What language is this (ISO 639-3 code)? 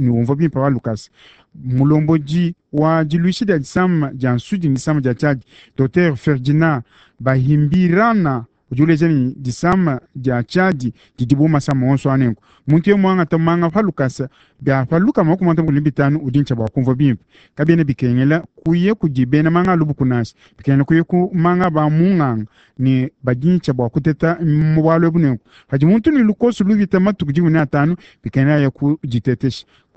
lua